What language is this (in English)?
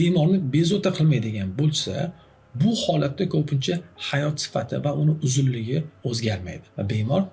Uzbek